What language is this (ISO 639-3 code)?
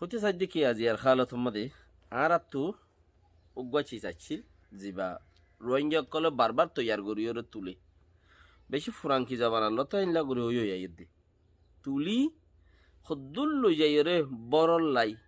rhg